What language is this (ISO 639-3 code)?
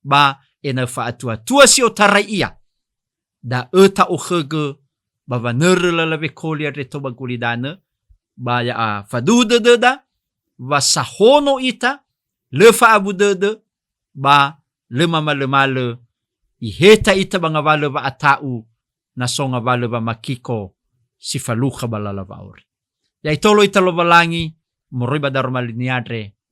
nia